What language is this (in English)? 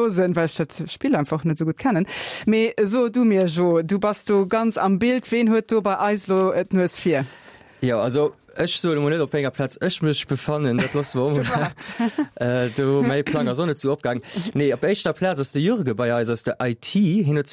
Luxembourgish